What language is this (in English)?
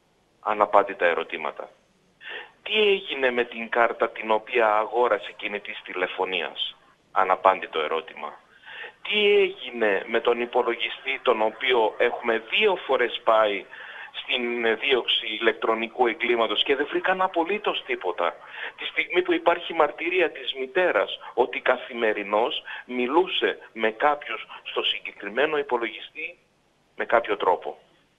Greek